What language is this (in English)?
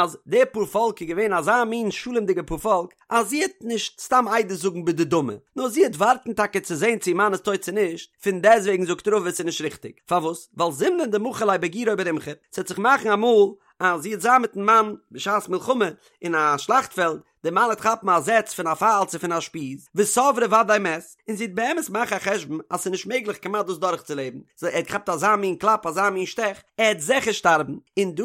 Yiddish